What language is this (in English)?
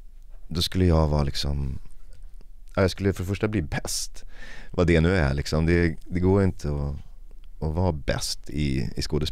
Swedish